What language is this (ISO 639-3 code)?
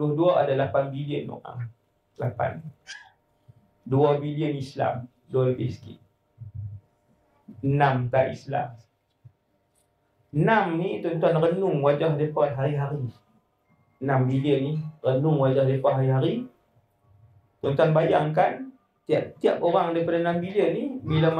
msa